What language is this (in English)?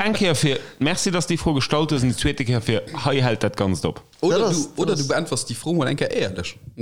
Luxembourgish